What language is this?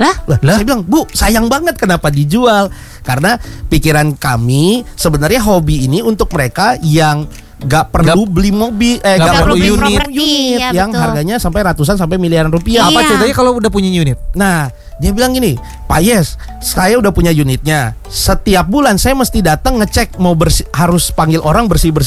Indonesian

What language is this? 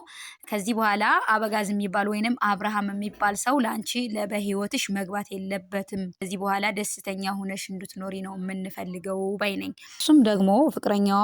Amharic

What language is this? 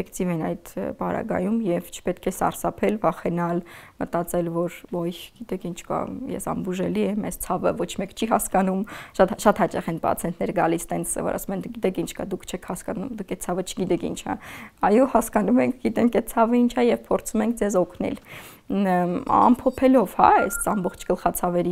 Armenian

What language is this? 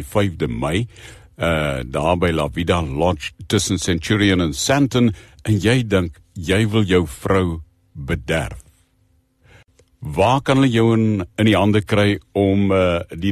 Afrikaans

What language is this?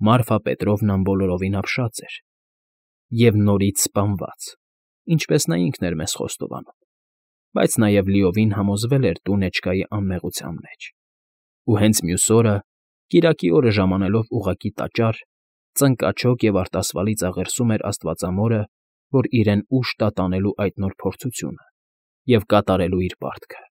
Armenian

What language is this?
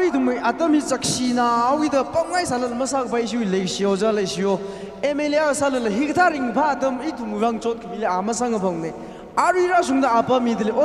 Tangkhul Naga (India)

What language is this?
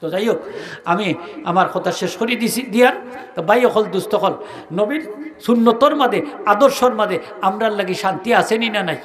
Sylheti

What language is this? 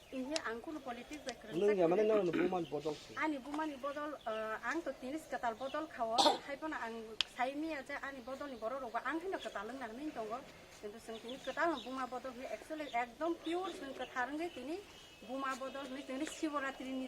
Kok Borok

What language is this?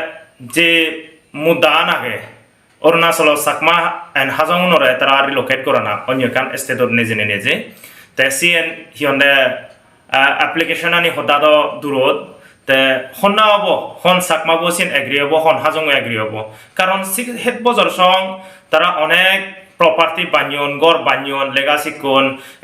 Chakma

